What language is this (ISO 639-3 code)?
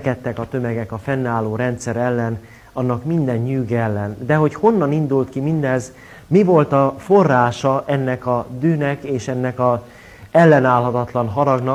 hun